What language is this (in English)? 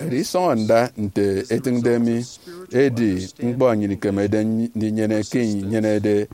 Efik